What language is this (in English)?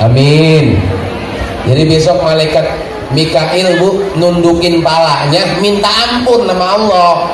Betawi